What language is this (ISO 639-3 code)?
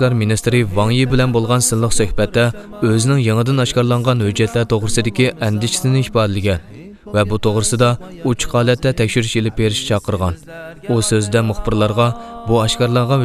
uig